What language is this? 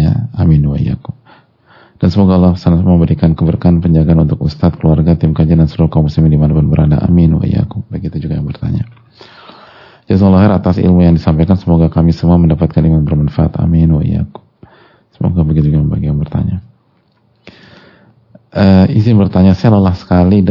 Indonesian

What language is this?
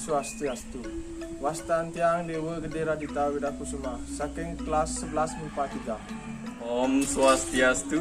Balinese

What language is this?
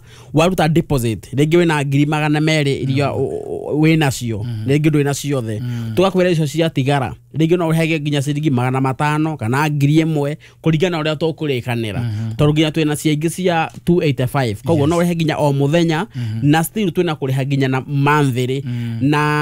Kikuyu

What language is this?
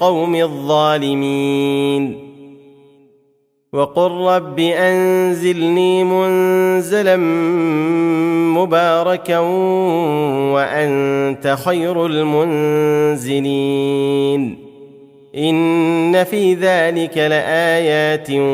Arabic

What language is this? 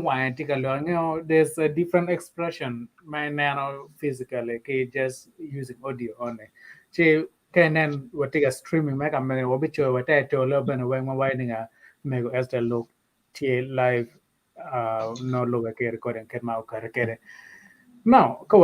Acoli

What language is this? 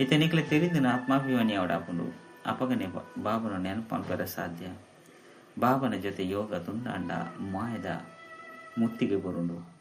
Tulu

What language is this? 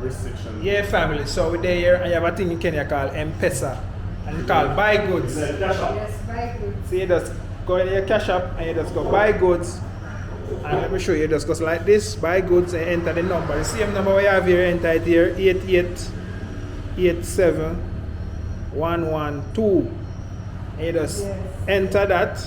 Jamaican Creole English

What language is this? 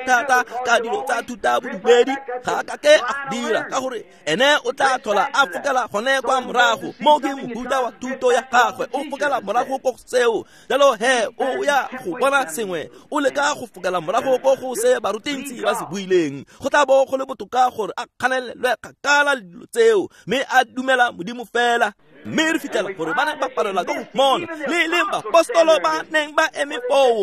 Tswana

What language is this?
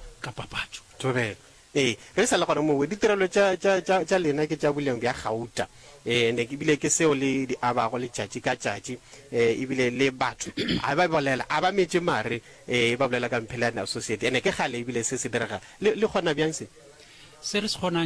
Northern Sotho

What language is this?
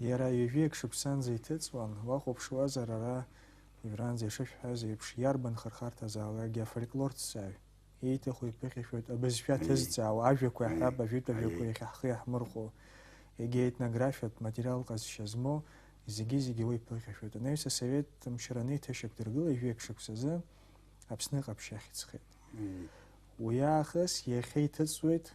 Abkhazian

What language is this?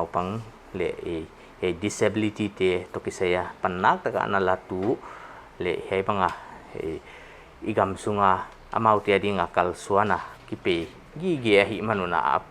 Paite Chin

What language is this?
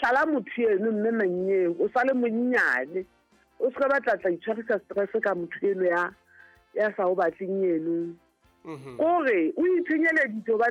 Southern Sotho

